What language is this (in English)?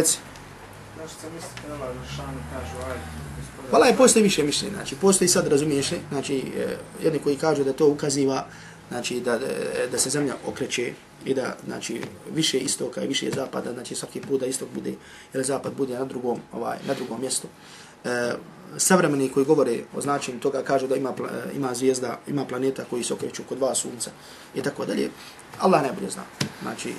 Bosnian